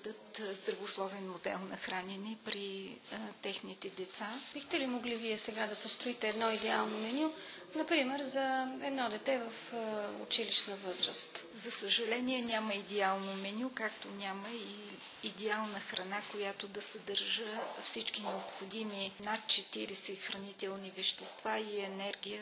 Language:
Bulgarian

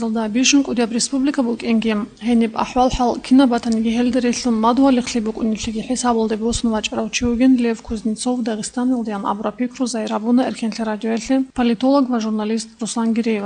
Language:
Avaric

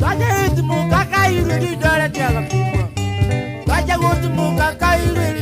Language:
Gusii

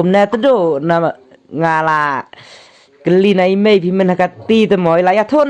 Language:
Khasi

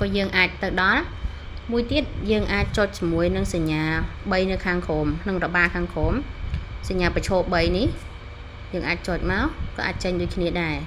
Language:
Khmer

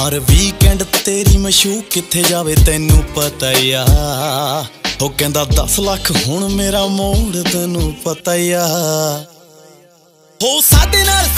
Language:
Punjabi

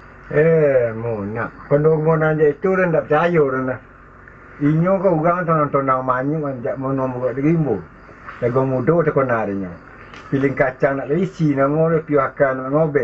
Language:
Minangkabau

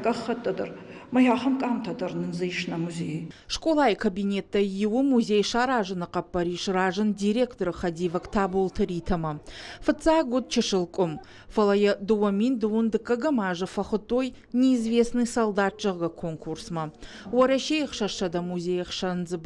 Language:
Ossetic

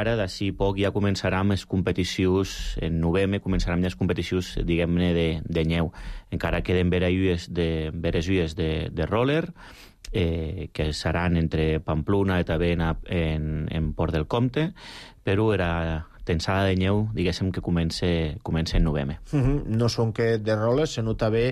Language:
Catalan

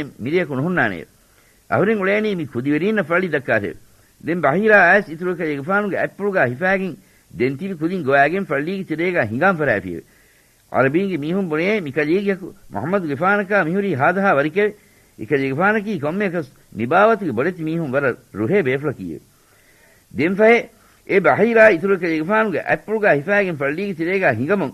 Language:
Divehi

